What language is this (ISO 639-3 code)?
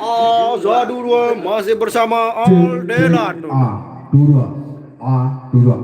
sas